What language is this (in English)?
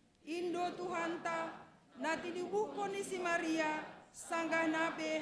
Batak Simalungun